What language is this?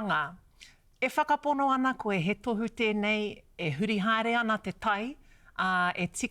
Māori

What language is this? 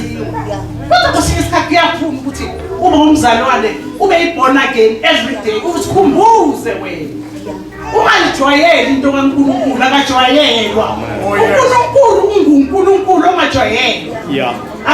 Zulu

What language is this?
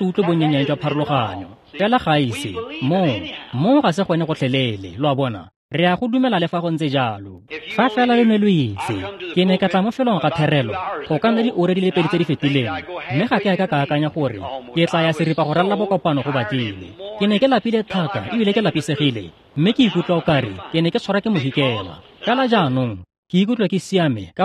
Tswana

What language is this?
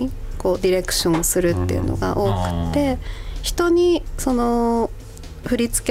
Japanese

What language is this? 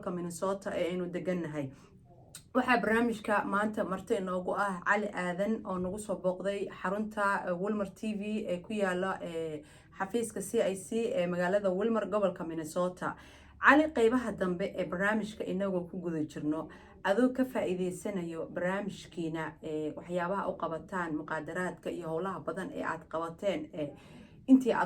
Somali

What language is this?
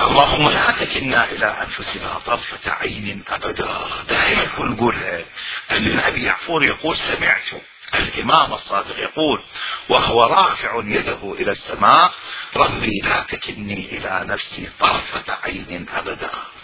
Mesopotamian Arabic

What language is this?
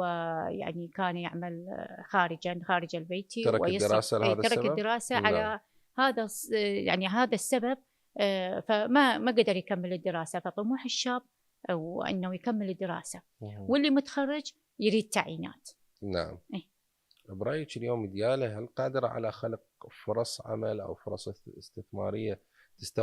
Mesopotamian Arabic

